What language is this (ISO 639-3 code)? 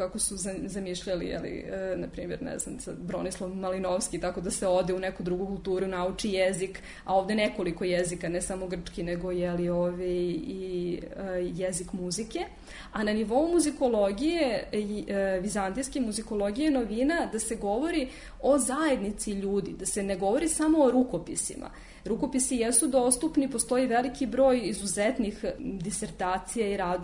srp